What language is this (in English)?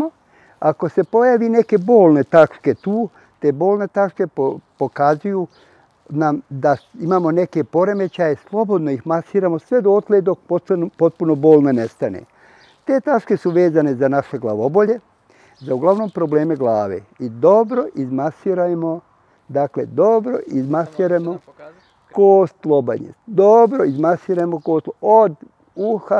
Bosnian